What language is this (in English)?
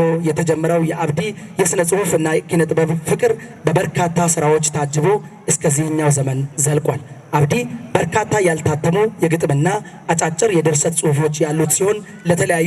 Amharic